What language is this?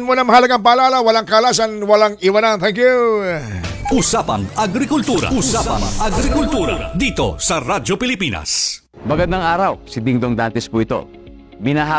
Filipino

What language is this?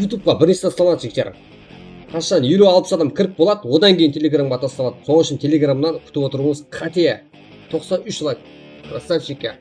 Kara-Kalpak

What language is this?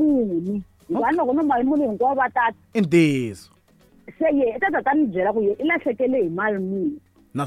Tsonga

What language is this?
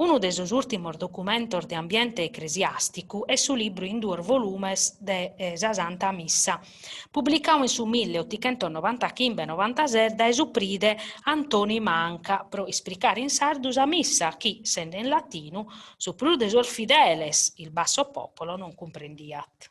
Sardinian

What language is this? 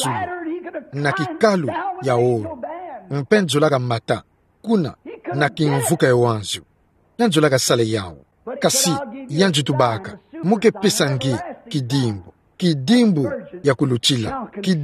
Kituba (Democratic Republic of Congo)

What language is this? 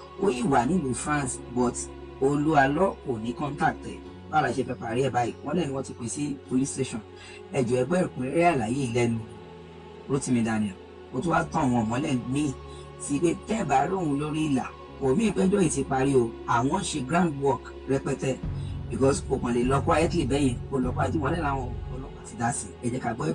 Yoruba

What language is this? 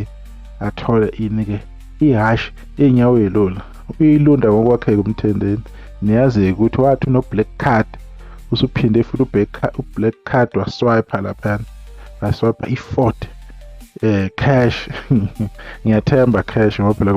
Zulu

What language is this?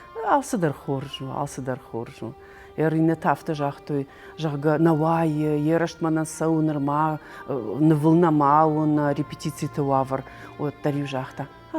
Ossetic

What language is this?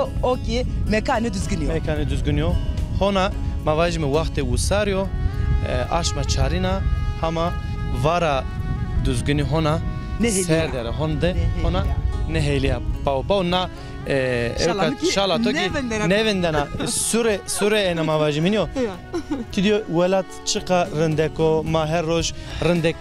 Zaza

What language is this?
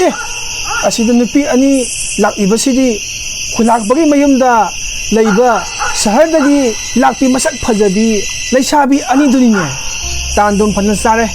Manipuri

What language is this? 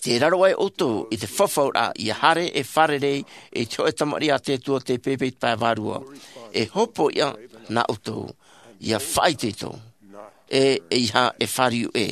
Tahitian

